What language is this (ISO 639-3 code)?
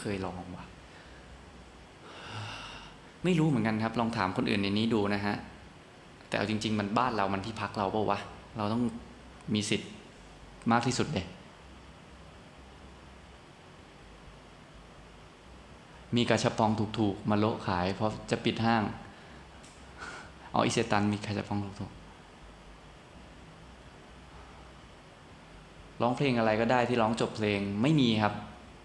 tha